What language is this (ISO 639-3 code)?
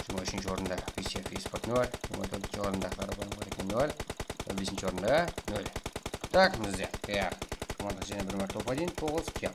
kaa